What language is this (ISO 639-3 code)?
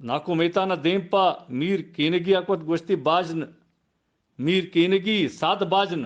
bgp